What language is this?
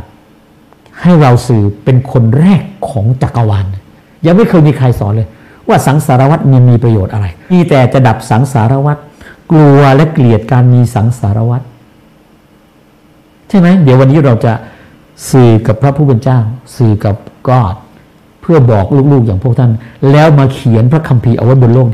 Thai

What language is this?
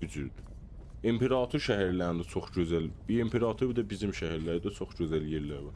South Azerbaijani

